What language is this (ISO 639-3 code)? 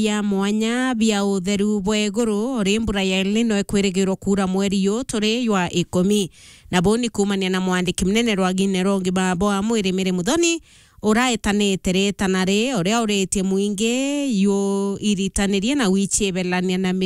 mer